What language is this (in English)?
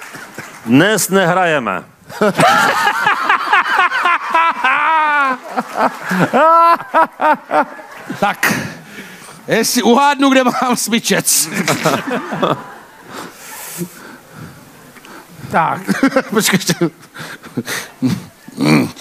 Czech